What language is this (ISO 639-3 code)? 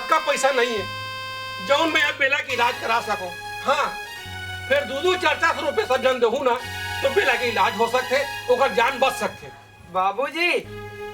hne